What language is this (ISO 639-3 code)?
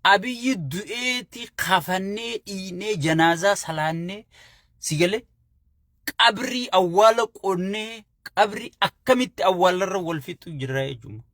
orm